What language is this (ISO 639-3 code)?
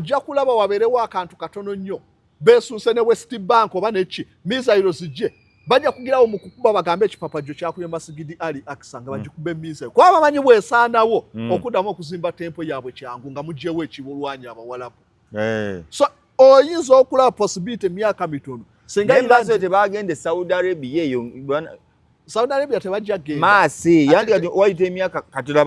lug